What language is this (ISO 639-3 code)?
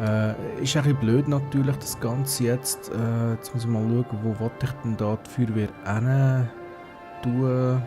gsw